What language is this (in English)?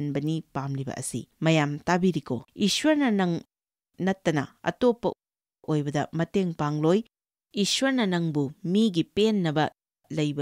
Manipuri